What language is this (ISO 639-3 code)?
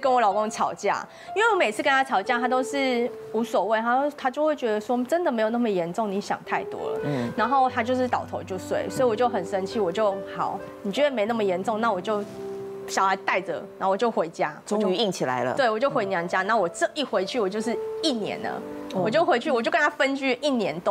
zho